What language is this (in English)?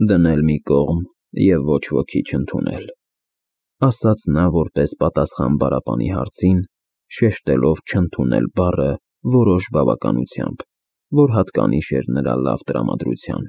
Armenian